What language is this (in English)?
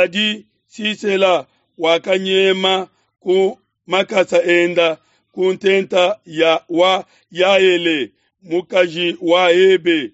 Luba-Lulua